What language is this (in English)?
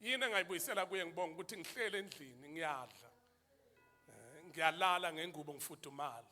Zulu